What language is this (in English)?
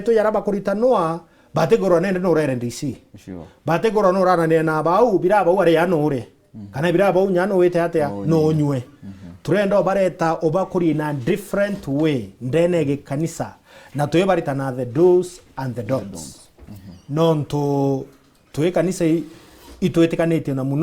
Meru